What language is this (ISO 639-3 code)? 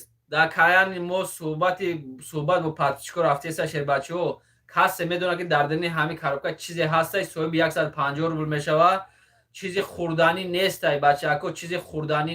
tgk